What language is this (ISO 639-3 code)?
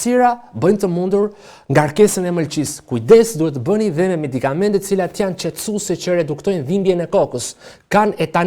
sqi